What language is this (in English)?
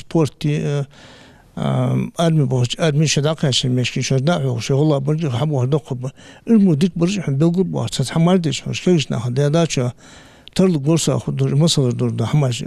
Ingush